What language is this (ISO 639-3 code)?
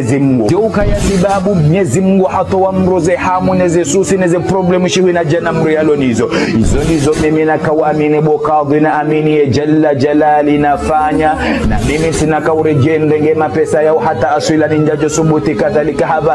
zdj